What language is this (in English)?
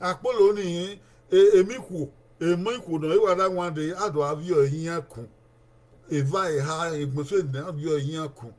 Bini